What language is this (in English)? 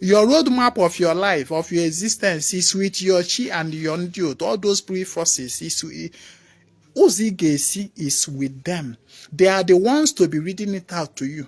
Igbo